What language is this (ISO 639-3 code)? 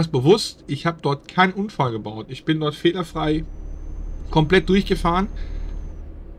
deu